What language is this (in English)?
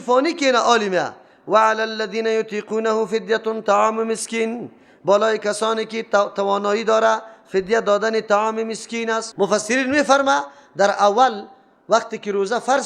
Persian